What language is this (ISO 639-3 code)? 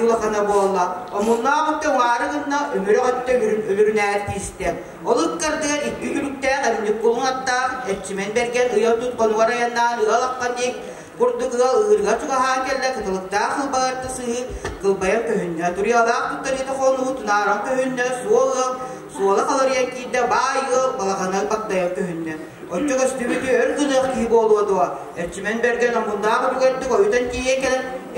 sah